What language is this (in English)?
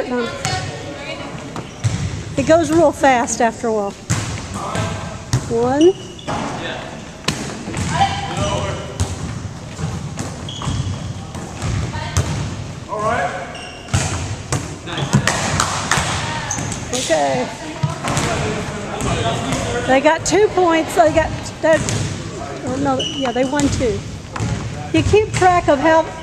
English